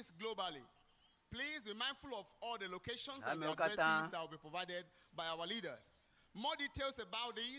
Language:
Ewe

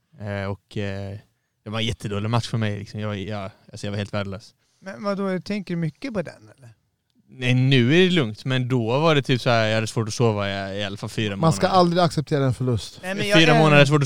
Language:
Swedish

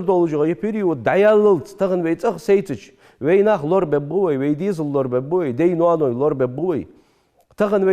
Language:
Ingush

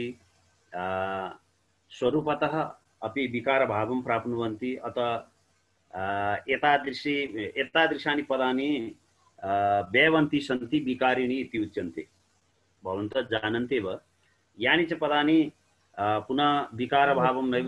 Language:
Sanskrit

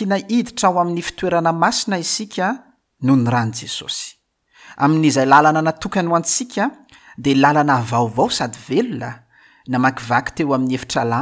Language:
Malagasy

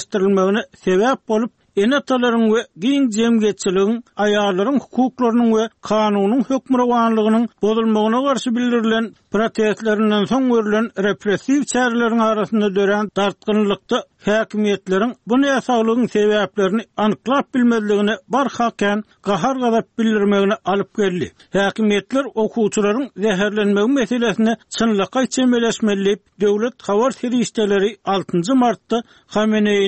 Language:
Turkmen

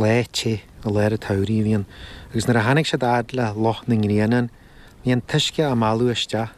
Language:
Irish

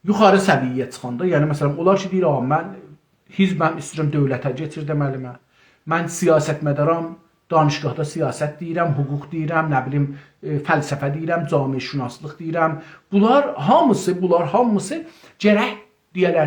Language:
South Azerbaijani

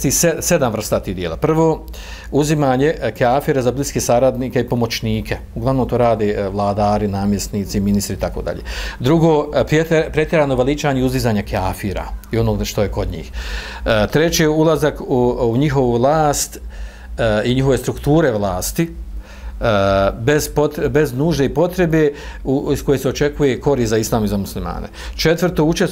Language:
Bosnian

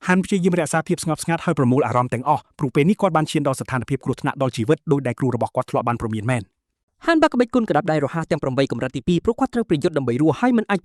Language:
Khmer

